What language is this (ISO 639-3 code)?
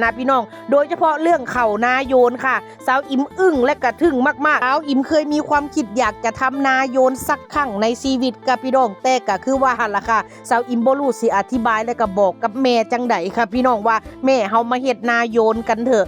tts